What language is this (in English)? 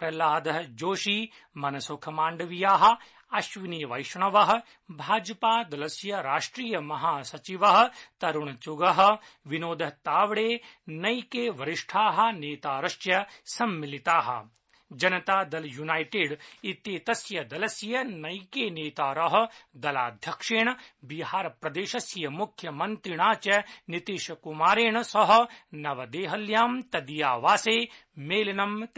Sanskrit